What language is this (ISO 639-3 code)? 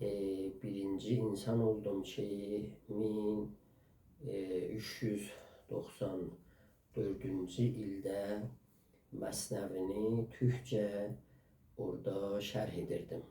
azb